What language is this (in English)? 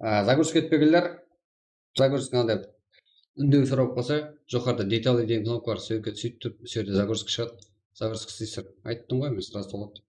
Kara-Kalpak